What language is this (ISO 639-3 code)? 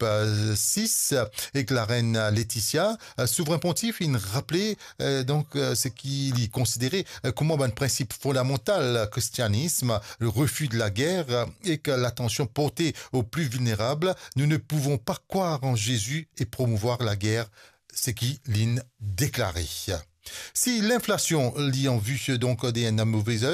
mfe